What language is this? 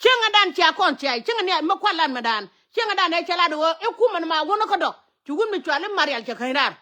Nuer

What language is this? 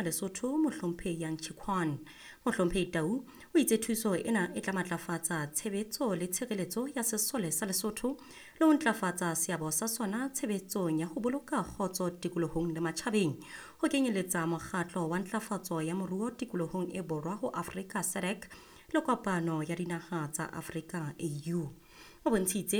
Southern Sotho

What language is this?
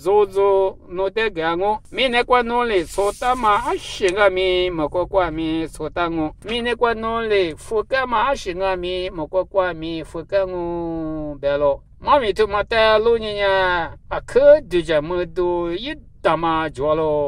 Lisu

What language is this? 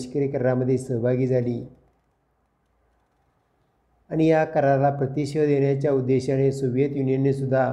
Marathi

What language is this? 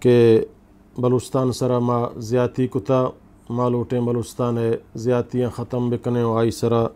Eastern Balochi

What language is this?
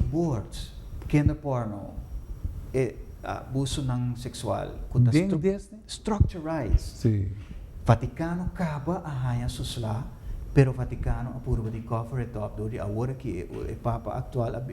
Papiamento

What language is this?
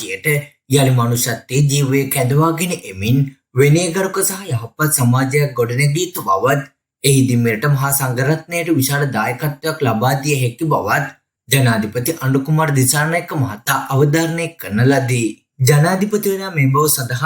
Sinhala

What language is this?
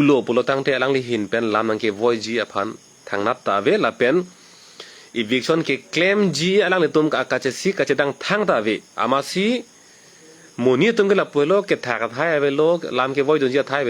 Karbi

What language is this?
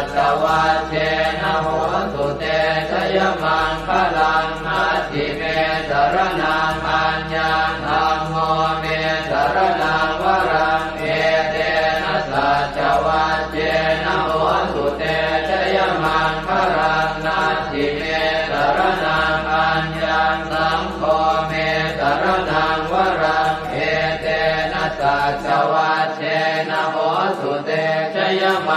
Pali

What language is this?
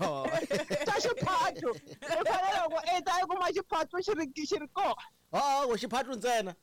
Tsonga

